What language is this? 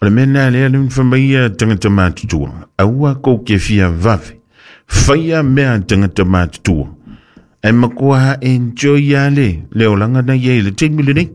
Samoan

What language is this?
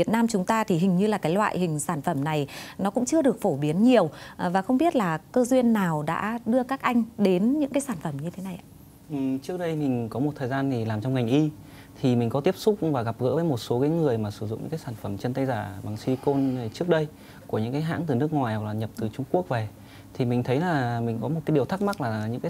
Vietnamese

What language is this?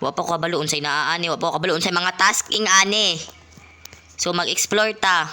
Cebuano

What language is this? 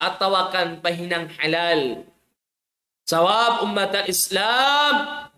Tausug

